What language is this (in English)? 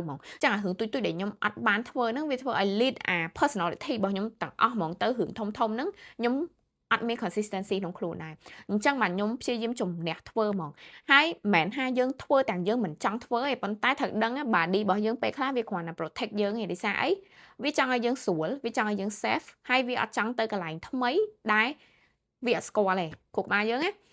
Khmer